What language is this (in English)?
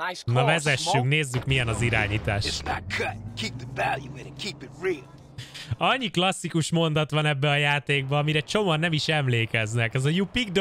Hungarian